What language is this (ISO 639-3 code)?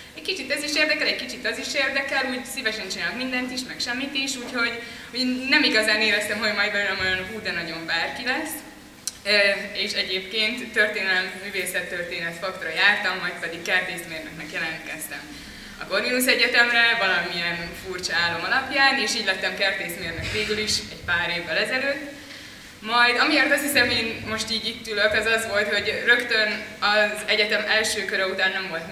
hun